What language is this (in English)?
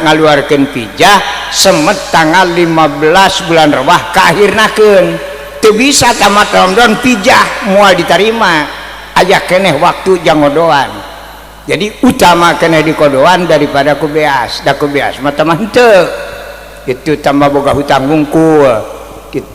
Sundanese